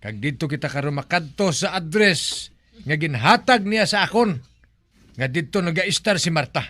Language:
Hiligaynon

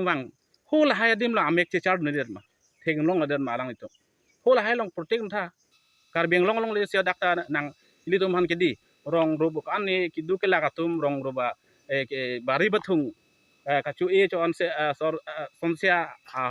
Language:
Karbi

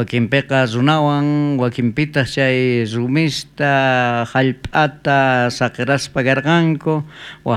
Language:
South Bolivian Quechua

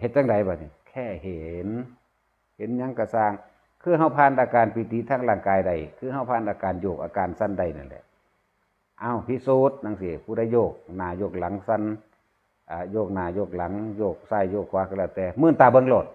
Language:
Northeastern Thai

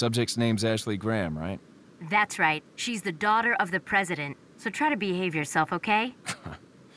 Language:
English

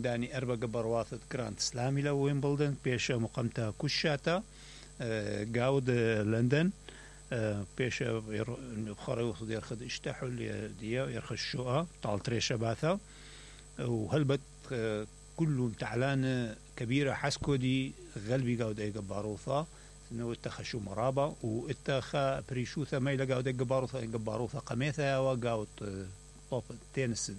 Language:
Mesopotamian Arabic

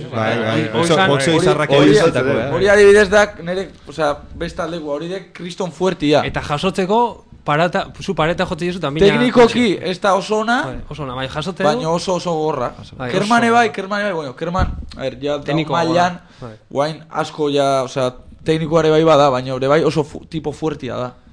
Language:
Basque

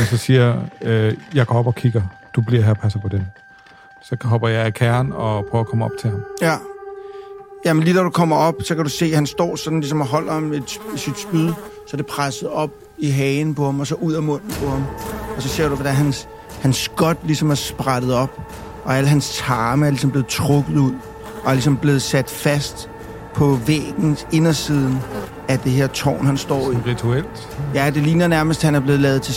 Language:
Danish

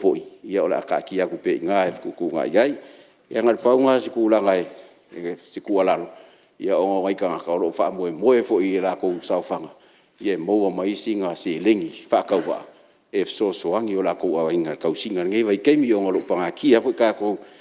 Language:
Samoan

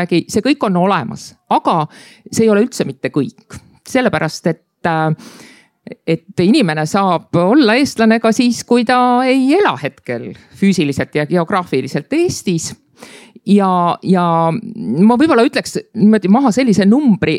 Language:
Estonian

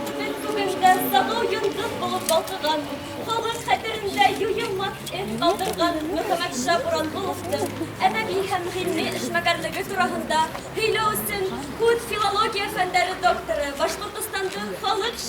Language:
Bashkir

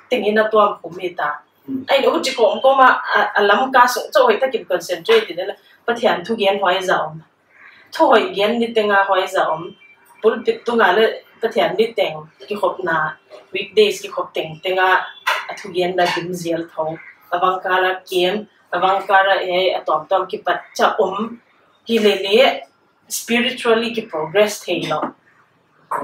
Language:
Paite Chin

